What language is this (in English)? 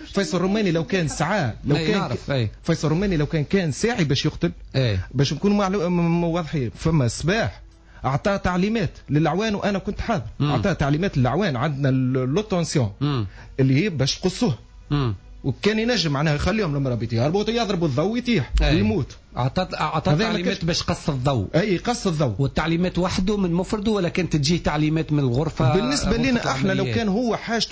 Tunisian Arabic